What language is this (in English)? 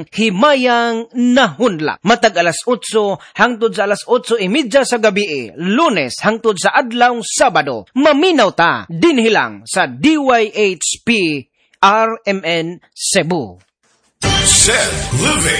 Cebuano